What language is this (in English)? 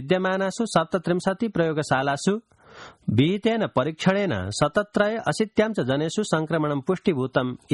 Sanskrit